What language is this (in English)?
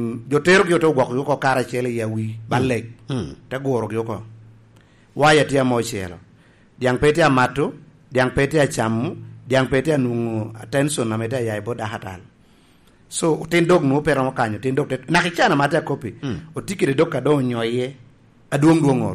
Lango (Uganda)